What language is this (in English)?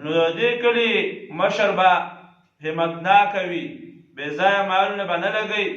Pashto